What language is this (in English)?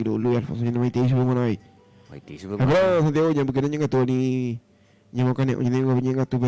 Guarani